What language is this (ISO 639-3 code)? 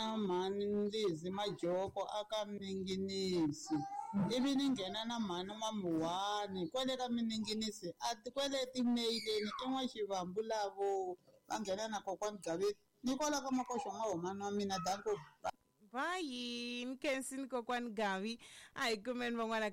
tso